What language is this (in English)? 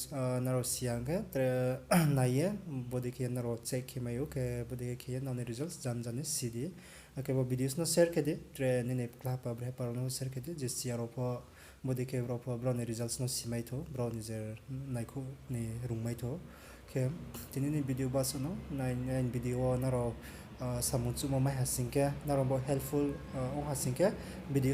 Riang (India)